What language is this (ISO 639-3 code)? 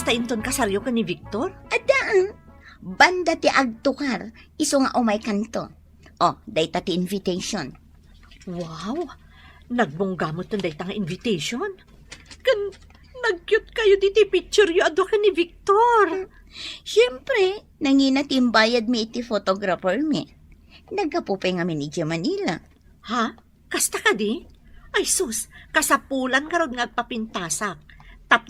ilo